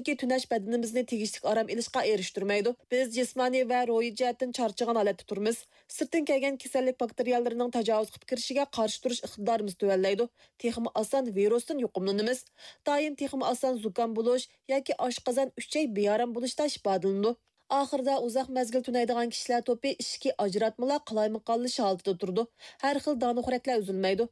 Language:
Uyghur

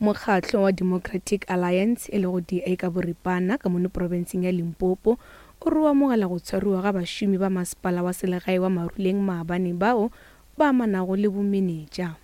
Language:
Northern Sotho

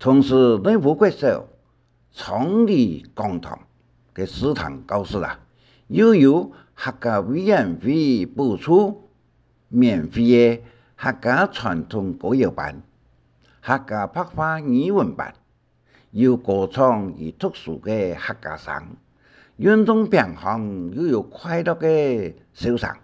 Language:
Hakka Chinese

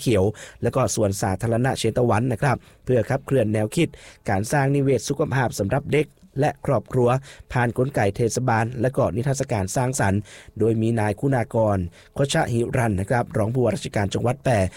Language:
Thai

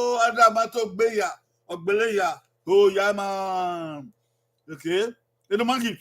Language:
Bini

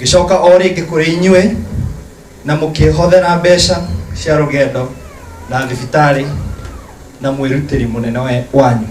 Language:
Kikuyu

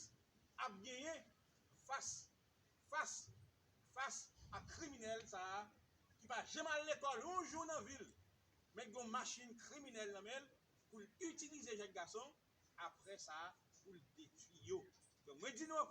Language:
Haitian Creole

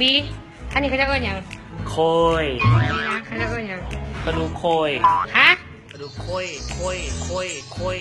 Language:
Northeastern Thai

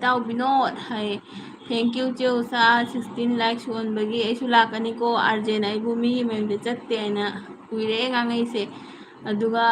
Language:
Manipuri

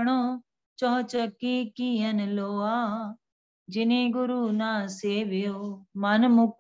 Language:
Punjabi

